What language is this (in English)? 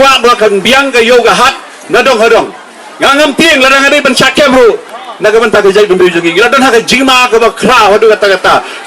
Khasi